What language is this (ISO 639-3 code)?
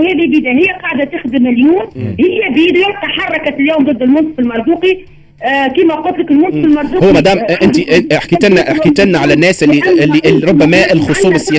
aeb